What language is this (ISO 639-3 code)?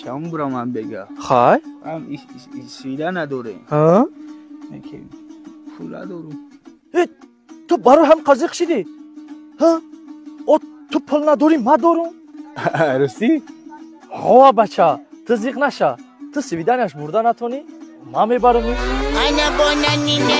tgk